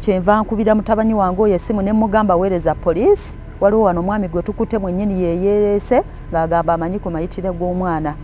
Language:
Ganda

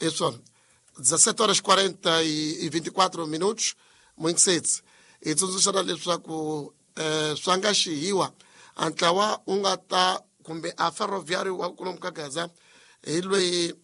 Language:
Tsonga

